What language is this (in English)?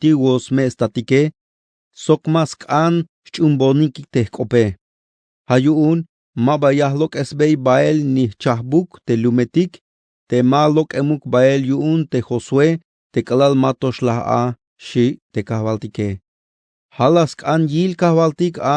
Tzeltal